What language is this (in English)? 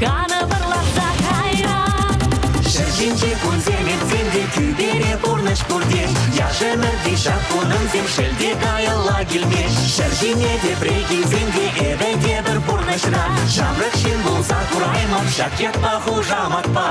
Chuvash